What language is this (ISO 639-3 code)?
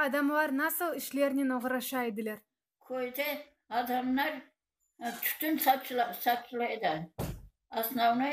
crh